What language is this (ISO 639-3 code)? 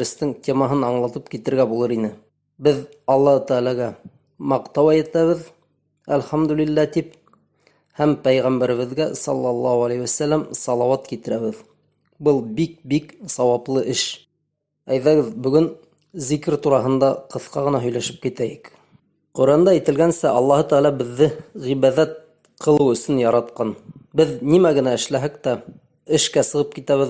bak